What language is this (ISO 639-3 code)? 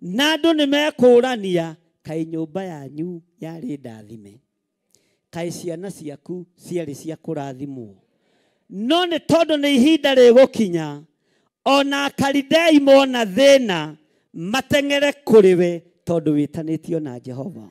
kik